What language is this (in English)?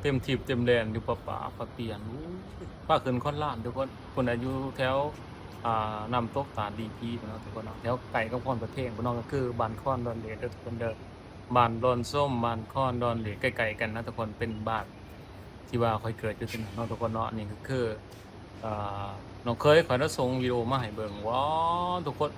Lao